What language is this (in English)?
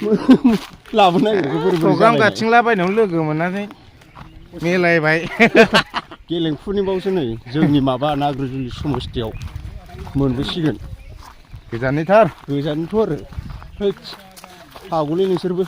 Bodo